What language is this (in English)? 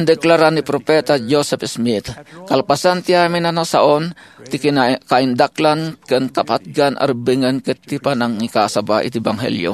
Iloko